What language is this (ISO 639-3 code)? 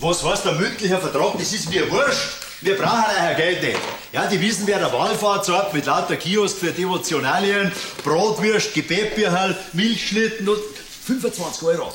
bar